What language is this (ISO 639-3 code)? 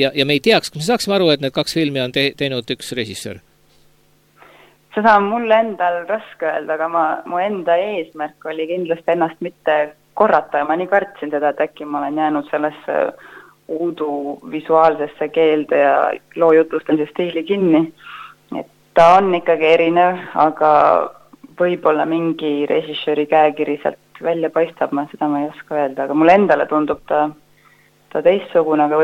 est